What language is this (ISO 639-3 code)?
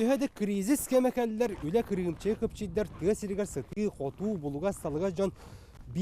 sah